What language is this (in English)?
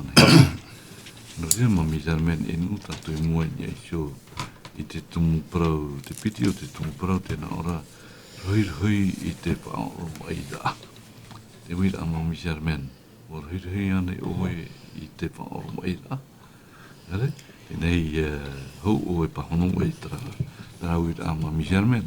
Tahitian